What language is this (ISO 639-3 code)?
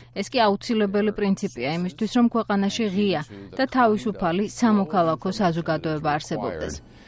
kat